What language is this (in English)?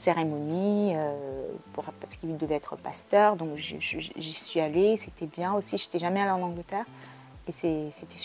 French